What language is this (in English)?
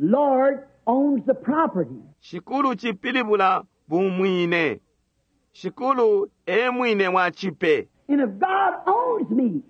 Bemba